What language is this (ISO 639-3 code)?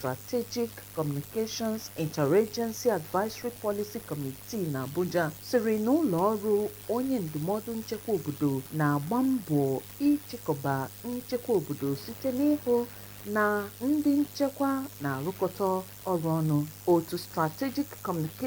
ibo